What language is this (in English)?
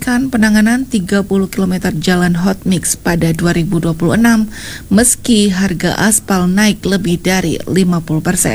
Indonesian